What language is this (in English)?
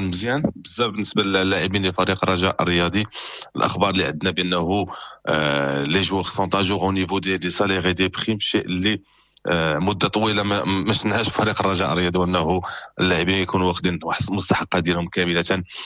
Moroccan Arabic